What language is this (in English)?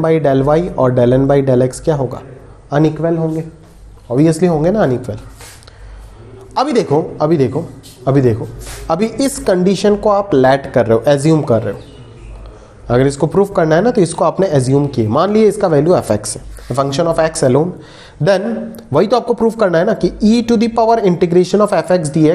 Hindi